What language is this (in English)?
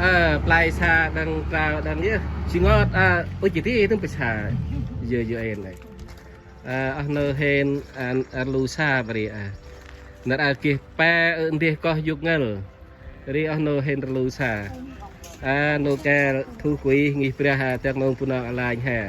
Central Mnong